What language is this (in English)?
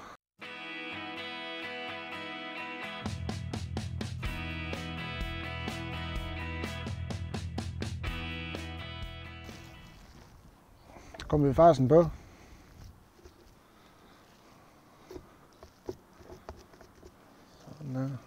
Danish